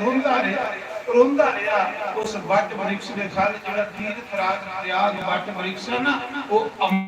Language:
Dogri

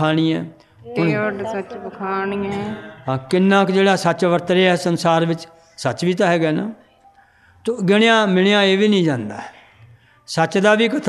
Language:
Punjabi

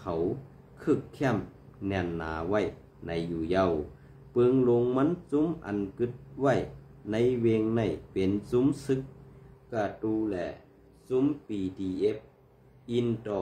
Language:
Shan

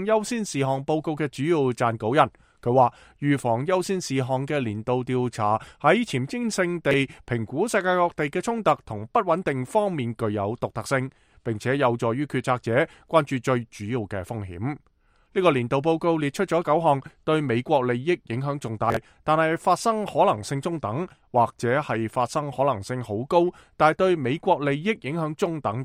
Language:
Cantonese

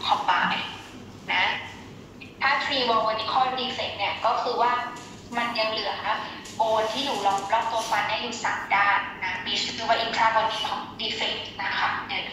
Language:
Thai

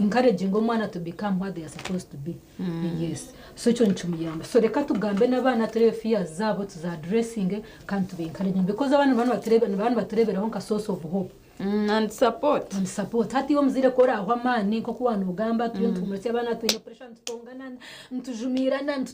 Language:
Nyankole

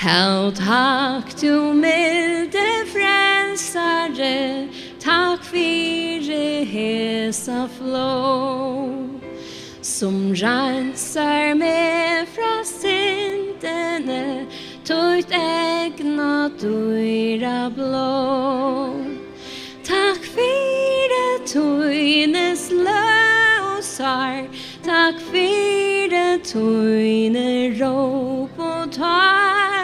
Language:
Faroese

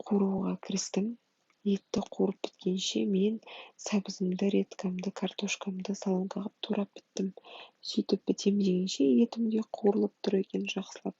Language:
Kazakh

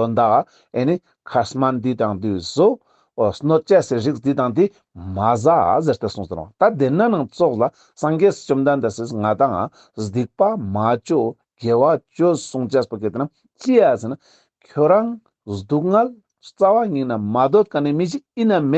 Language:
Ladakhi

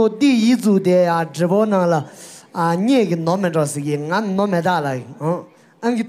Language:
Tibetan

